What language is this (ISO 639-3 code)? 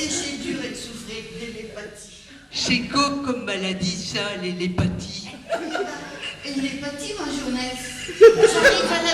pcd